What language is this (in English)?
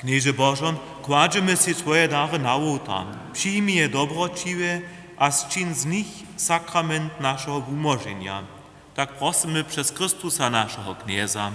Upper Sorbian